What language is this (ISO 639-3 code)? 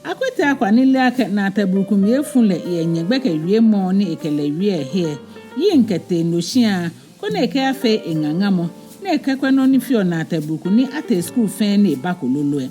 gaa